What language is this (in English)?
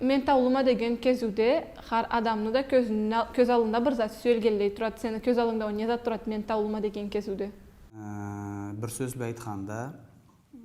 Karachay-Balkar